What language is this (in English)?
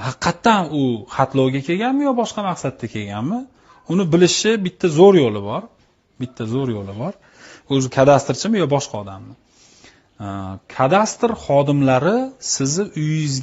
Uzbek